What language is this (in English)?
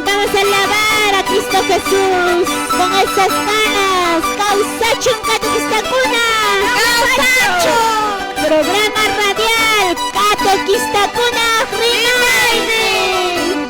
Quechua